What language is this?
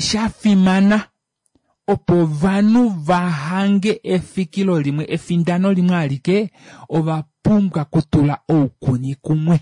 Kuanyama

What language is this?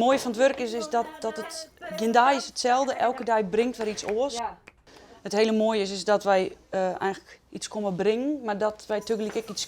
Western Frisian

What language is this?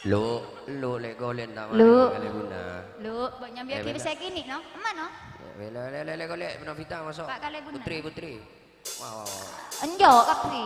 Madurese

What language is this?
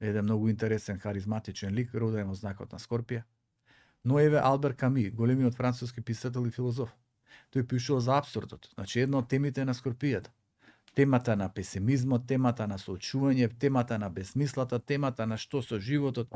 Macedonian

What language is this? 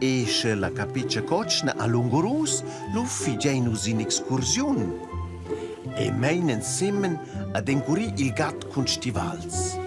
Romansh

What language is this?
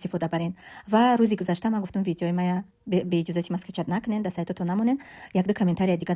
Tajik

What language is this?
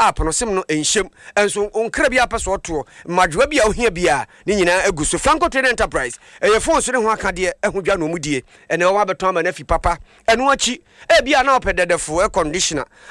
Akan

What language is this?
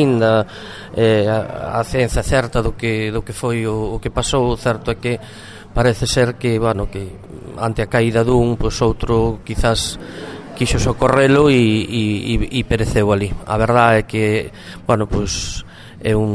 Galician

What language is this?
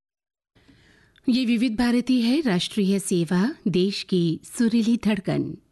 Hindi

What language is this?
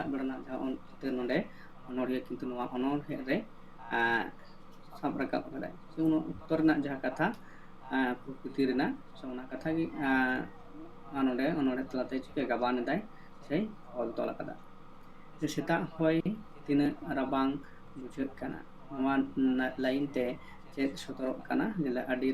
Santali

